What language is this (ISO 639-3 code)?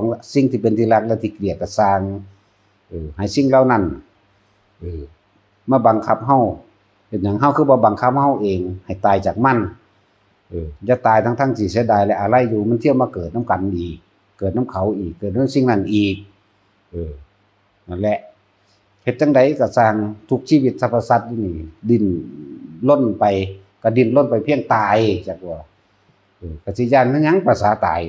tts